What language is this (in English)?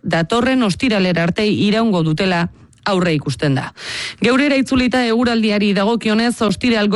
Basque